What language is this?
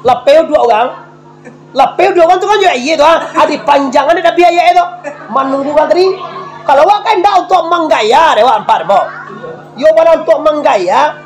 Minangkabau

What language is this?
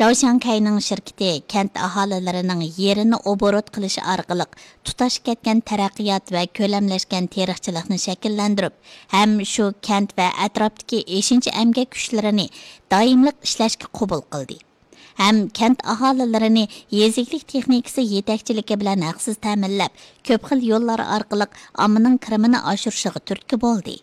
Uyghur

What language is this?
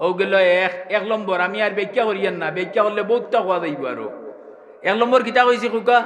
Sylheti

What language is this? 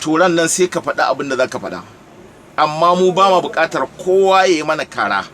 Hausa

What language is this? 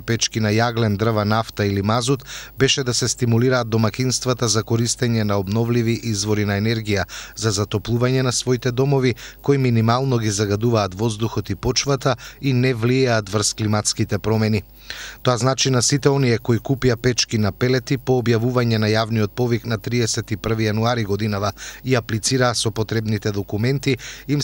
Macedonian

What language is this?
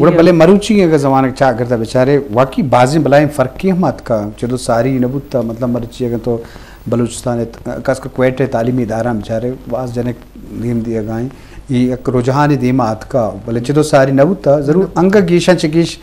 Eastern Balochi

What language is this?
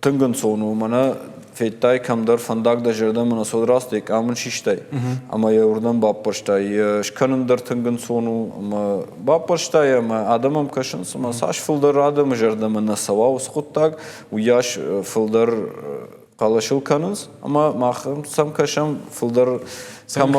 Ossetic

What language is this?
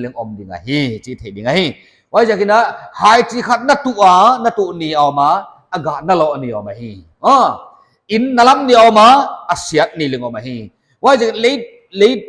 Paite Chin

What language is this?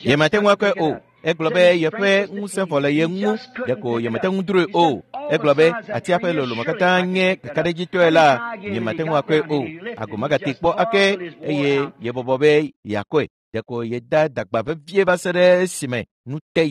Ewe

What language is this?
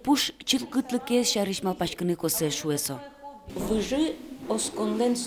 Udmurt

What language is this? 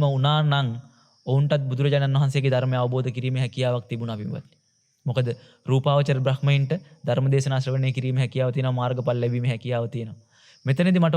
Sinhala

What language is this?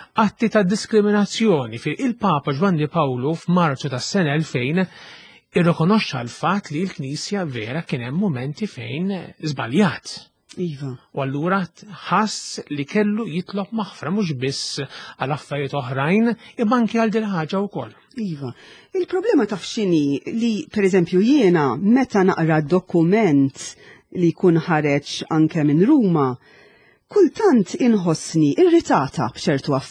Maltese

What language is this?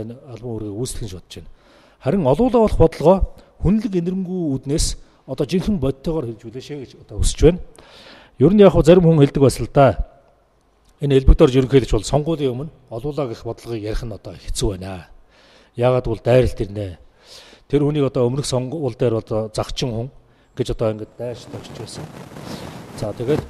Mongolian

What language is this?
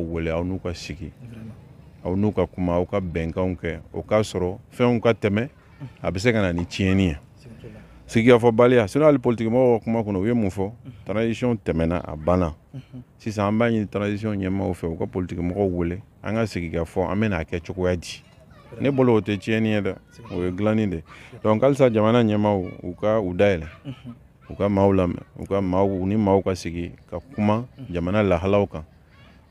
Bambara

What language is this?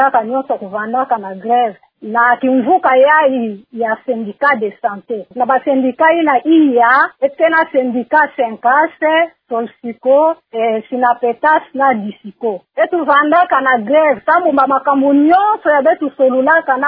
Kituba (Democratic Republic of Congo)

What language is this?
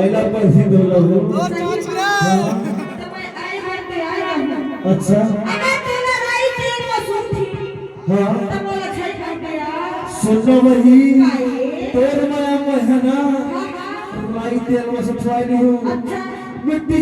Chhattisgarhi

